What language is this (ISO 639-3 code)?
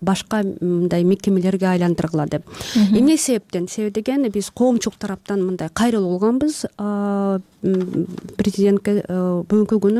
kir